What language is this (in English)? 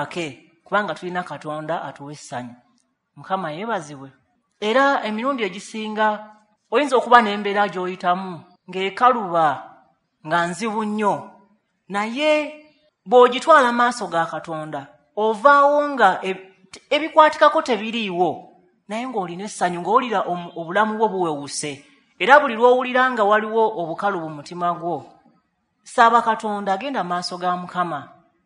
Ganda